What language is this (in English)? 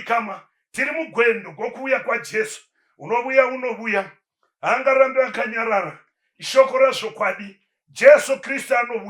Shona